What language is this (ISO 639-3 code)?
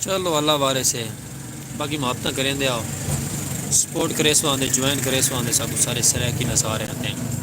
skr